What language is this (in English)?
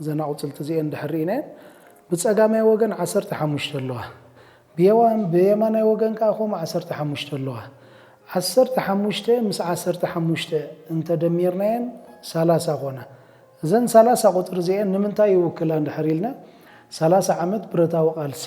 Tigrinya